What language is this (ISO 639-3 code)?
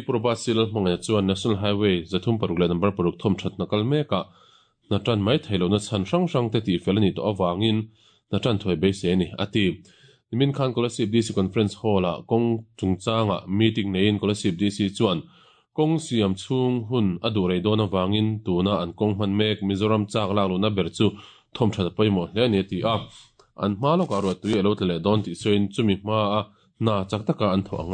lus